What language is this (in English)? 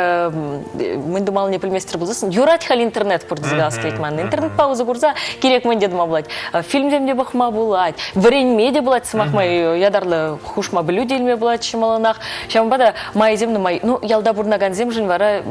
Chuvash